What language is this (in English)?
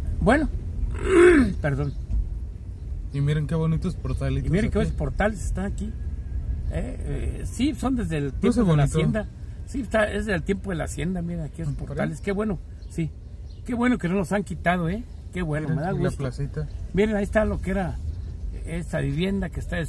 Spanish